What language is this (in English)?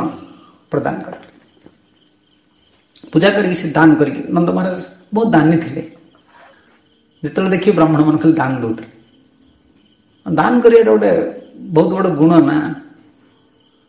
Odia